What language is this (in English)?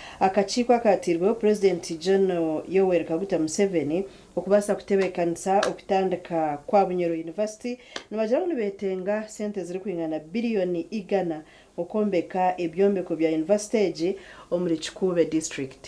Nyankole